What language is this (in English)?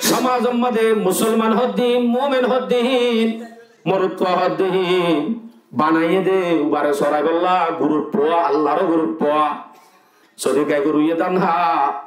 Rohingya